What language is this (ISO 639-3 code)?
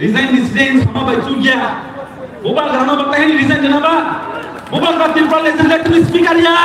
trp